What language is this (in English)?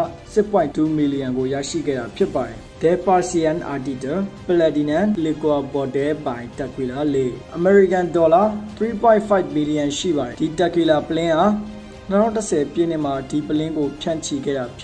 Burmese